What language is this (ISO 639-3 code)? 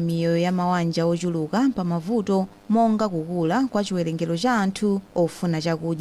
nya